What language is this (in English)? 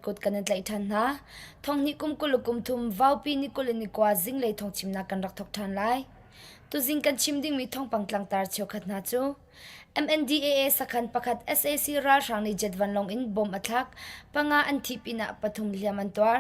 Hakha Chin